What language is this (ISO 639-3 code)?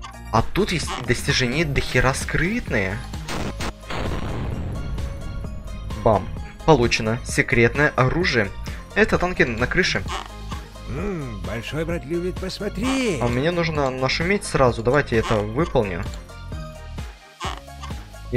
rus